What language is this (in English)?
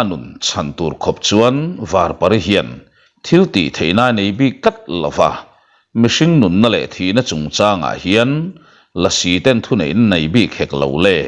Mizo